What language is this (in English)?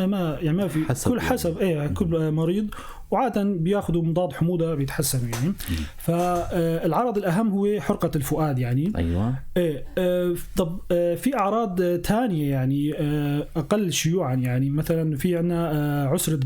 North Levantine Arabic